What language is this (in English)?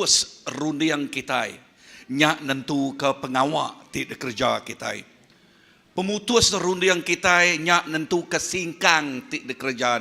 Iban